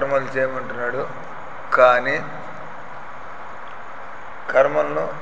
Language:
Telugu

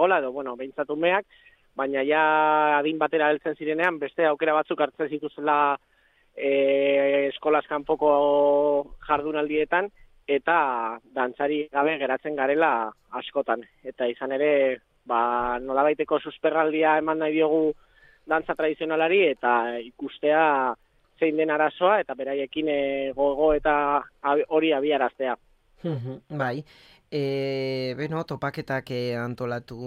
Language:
Basque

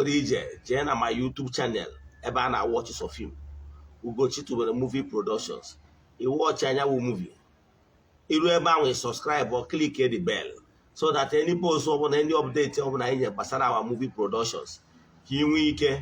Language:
Igbo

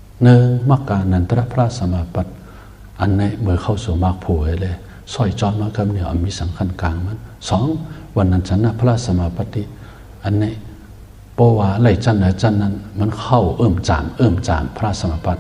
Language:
Shan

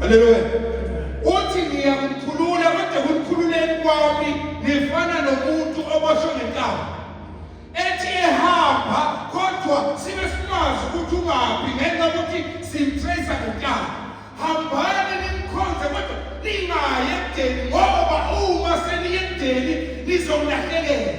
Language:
Zulu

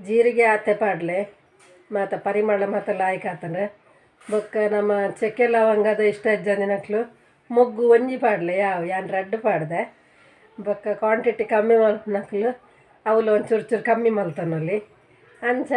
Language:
Tulu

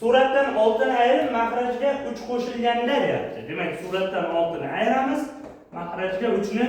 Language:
Uzbek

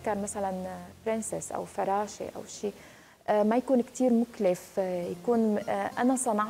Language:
North Levantine Arabic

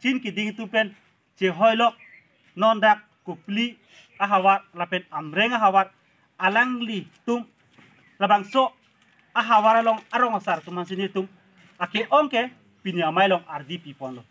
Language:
Karbi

